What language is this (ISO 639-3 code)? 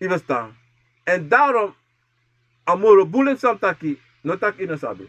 srn